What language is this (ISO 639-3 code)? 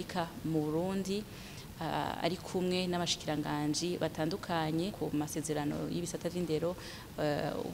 run